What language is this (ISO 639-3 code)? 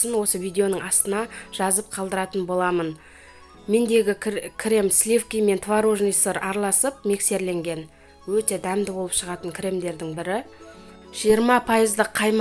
kaz